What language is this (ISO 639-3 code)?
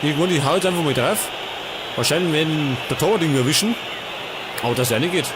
bar